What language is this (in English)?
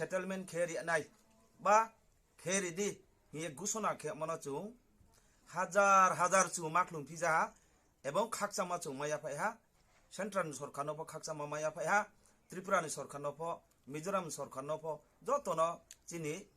Riang (India)